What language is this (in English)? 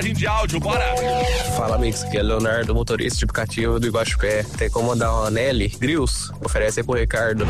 Portuguese